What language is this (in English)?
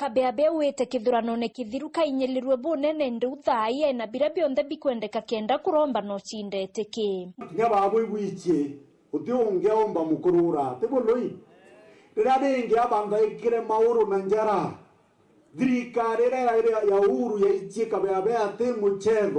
Meru